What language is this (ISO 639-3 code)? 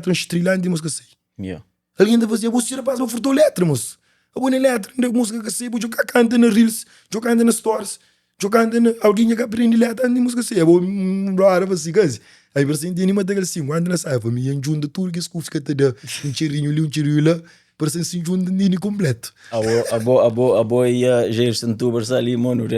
kea